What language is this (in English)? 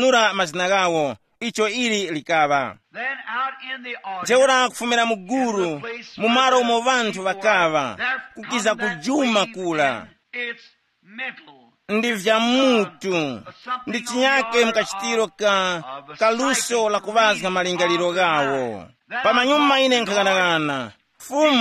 Tumbuka